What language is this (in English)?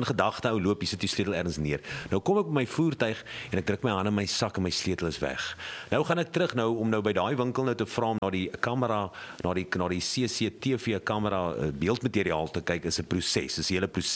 Afrikaans